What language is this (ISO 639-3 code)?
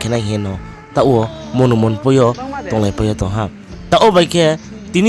ria